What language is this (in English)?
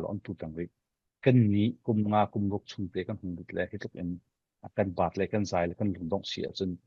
Falam Chin